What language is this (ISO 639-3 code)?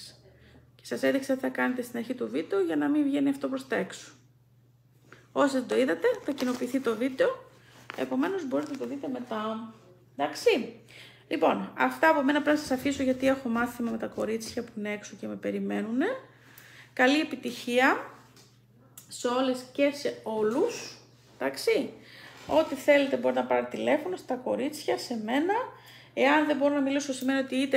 ell